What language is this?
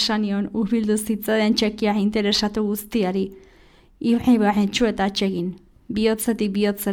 Basque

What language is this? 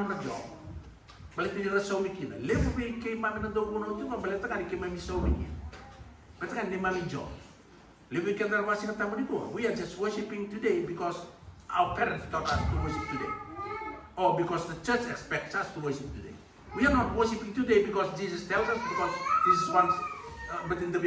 Fijian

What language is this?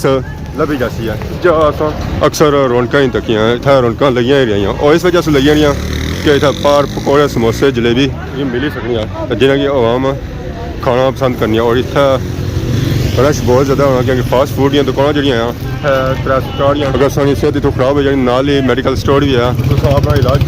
Pahari-Potwari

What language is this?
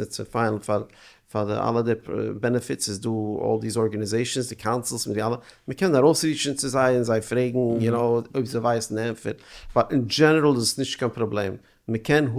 Yiddish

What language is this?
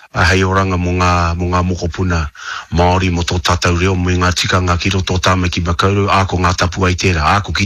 Māori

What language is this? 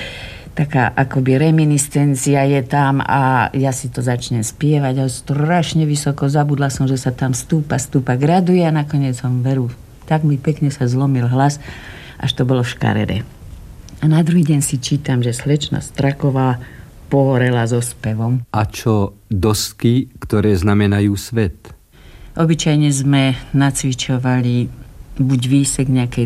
Slovak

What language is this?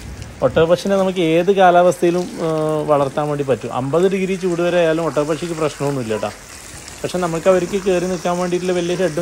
Malayalam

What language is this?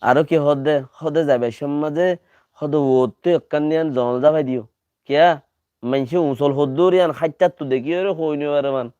Rohingya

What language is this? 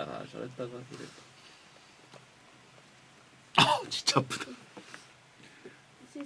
Korean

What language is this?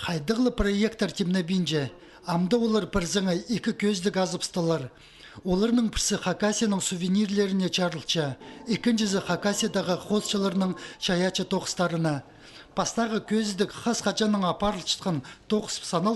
Khakas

